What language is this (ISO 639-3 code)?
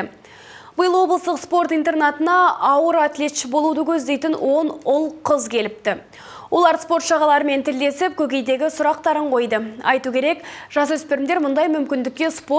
kaz